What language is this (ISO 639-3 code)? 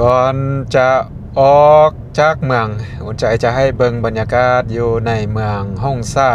lao